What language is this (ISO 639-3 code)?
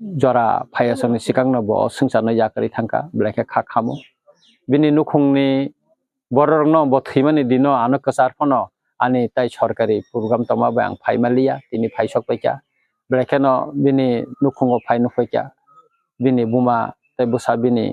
trp